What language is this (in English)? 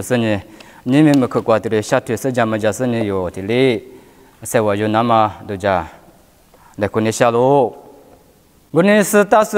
Lisu